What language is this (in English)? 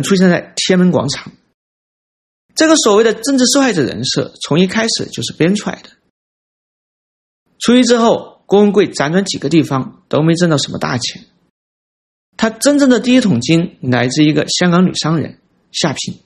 Chinese